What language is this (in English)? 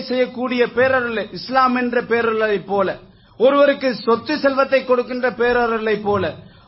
Tamil